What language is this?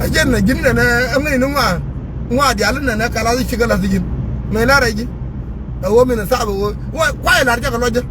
Nuer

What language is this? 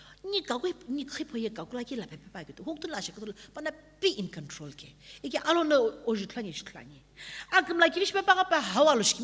Sumi Naga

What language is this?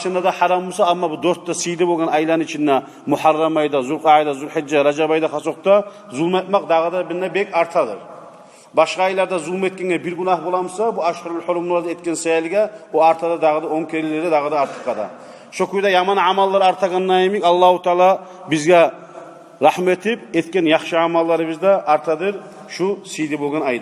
Kumyk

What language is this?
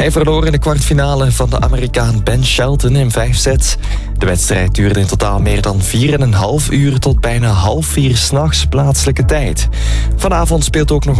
Dutch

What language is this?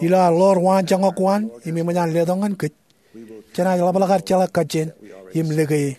Marshallese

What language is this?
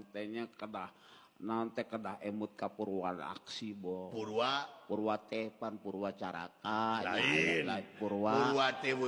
Sundanese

